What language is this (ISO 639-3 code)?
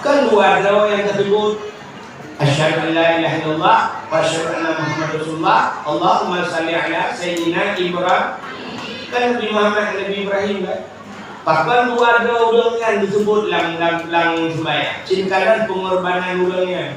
ace